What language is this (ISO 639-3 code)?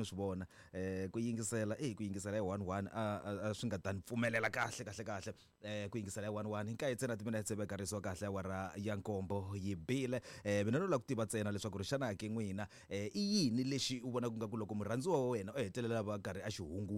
tso